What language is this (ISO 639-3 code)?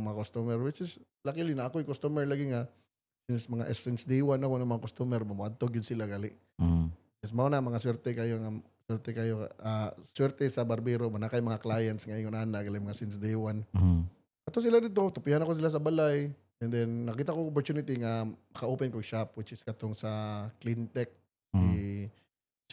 ceb